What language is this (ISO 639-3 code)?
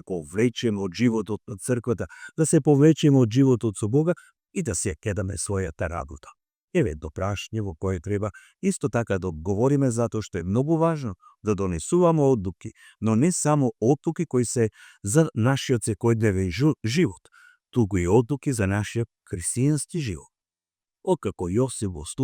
mkd